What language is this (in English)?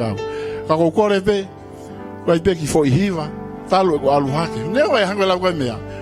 Tongan